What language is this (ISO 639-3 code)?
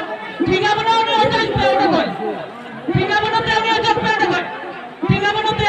sat